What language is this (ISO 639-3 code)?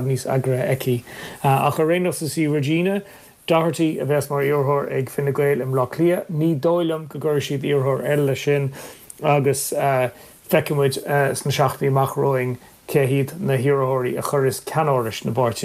gle